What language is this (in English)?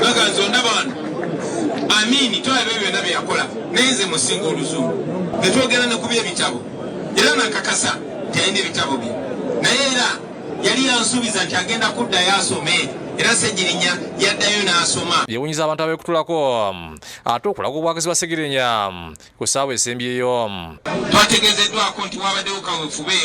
Ganda